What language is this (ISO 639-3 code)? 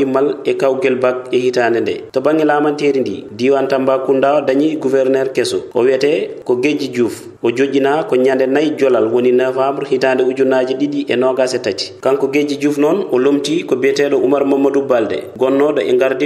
ful